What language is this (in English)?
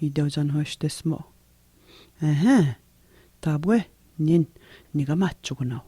Atikamekw